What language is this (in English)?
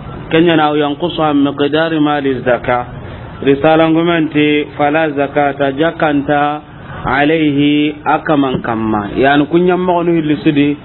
Soninke